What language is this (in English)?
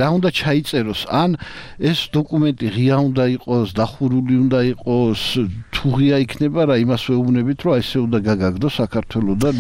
Georgian